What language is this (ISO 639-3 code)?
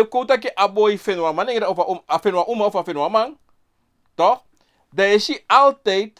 srn